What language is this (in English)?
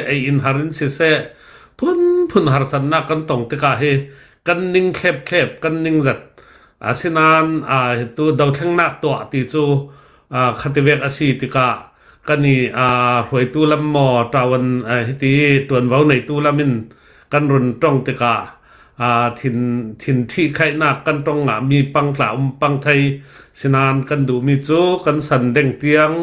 Hakha Chin